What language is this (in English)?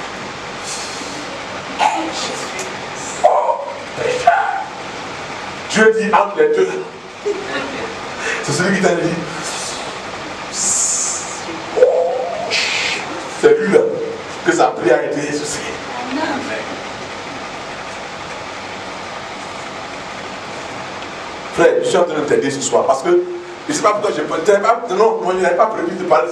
French